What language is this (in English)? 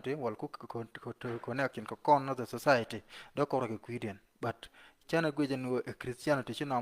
Nuer